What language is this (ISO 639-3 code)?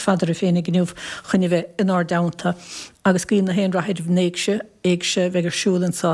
gle